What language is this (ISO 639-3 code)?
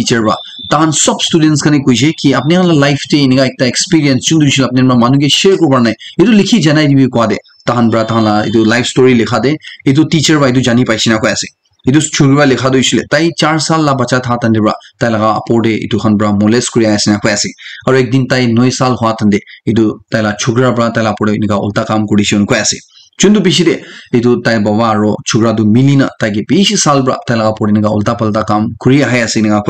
nag